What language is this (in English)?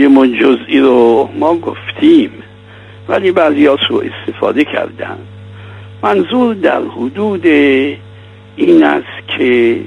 Persian